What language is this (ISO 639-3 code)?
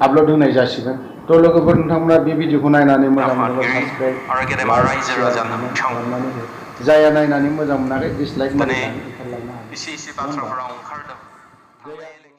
brx